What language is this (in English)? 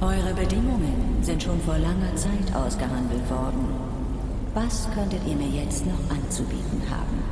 Swiss German